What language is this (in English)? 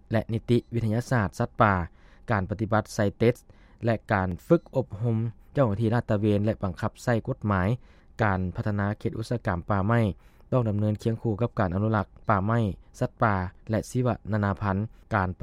Lao